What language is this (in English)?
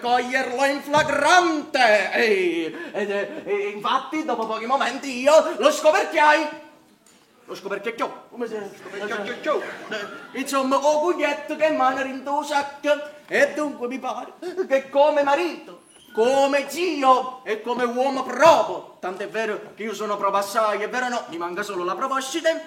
Neapolitan